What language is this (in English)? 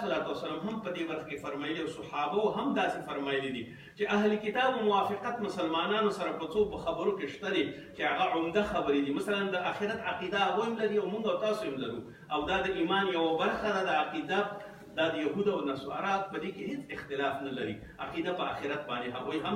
Pashto